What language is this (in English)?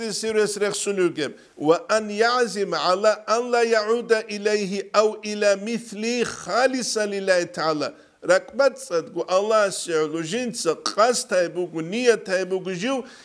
Avaric